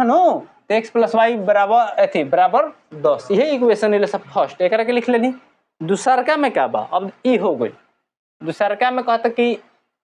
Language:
Bhojpuri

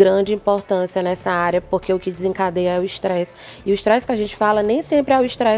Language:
Portuguese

